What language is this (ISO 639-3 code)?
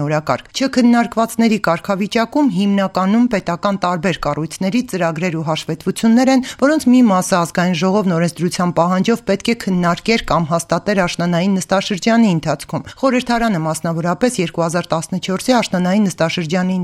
hye